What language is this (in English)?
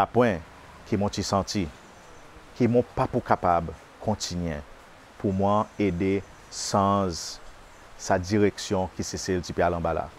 Seselwa Creole French